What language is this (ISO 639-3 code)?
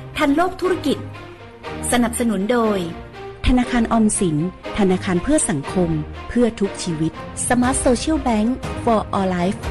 tha